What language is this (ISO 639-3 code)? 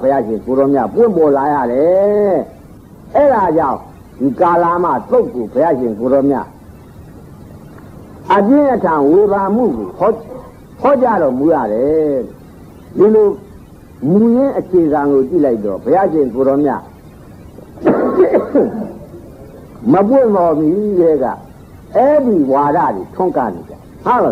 mya